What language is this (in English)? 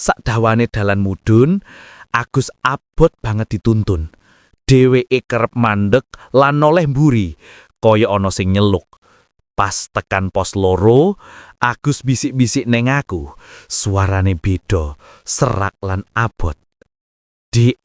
Javanese